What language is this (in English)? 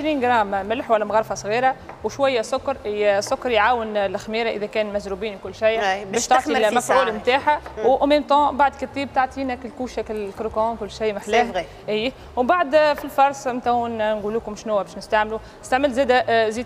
Tunisian Arabic